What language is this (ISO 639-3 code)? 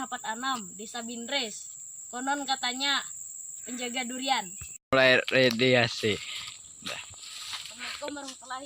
bjn